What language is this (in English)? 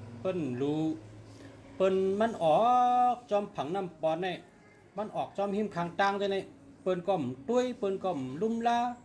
Shan